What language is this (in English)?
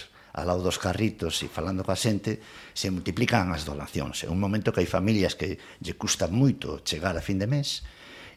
Galician